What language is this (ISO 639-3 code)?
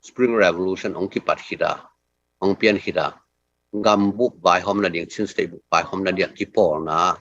ctd